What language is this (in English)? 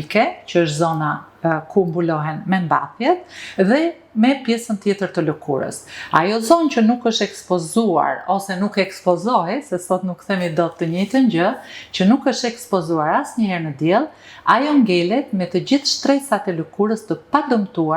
Albanian